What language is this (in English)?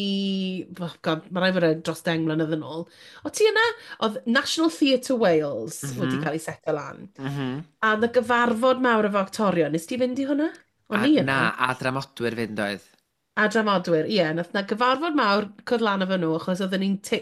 Welsh